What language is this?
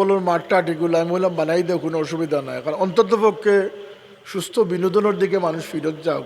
Sylheti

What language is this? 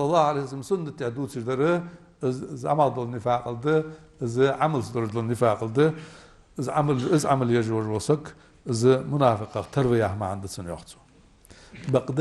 Ingush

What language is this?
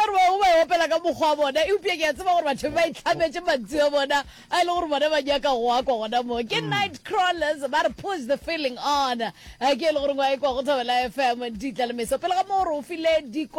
Northern Sotho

